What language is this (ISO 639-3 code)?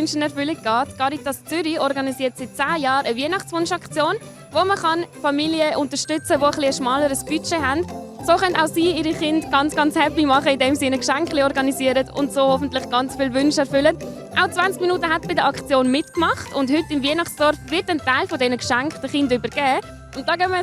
gsw